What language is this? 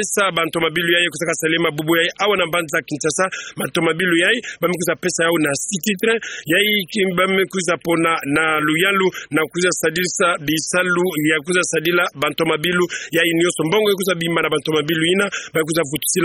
Kituba (Democratic Republic of Congo)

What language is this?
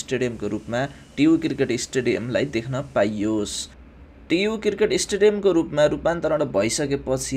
Nepali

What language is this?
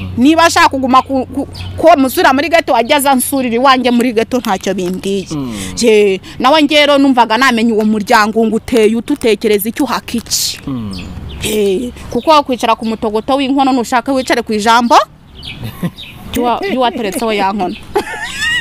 Kinyarwanda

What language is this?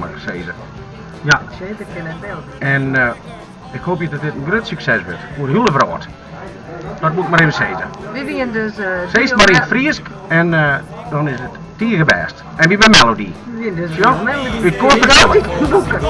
Western Frisian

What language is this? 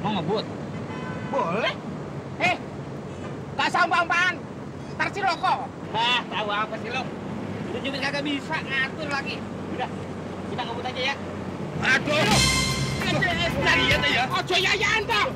Betawi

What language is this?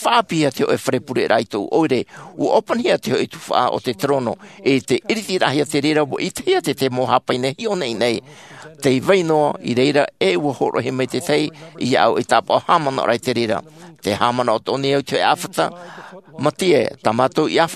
Tahitian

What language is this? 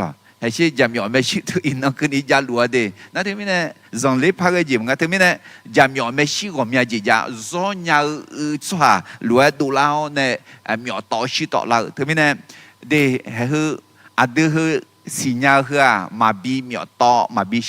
Akha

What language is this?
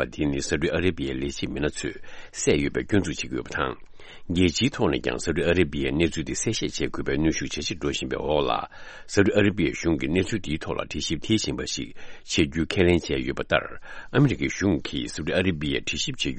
Tibetan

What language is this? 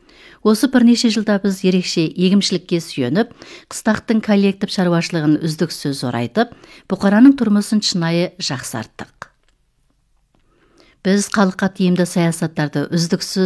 Kazakh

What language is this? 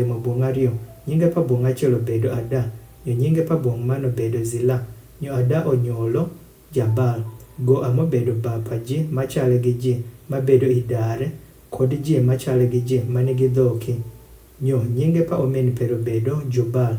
Adhola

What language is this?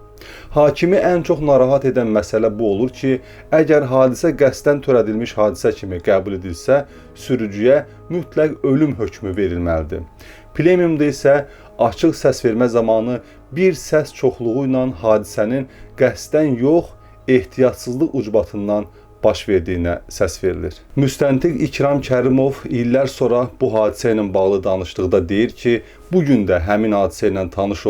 Azerbaijani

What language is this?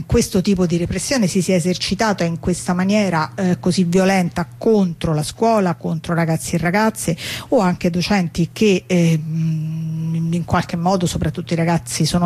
Italian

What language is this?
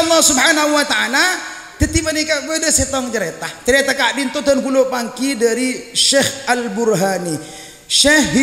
Madurese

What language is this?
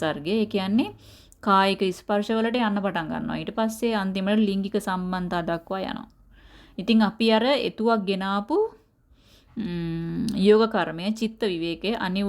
Sinhala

